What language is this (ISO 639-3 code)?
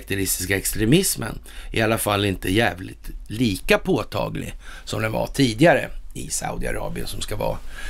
swe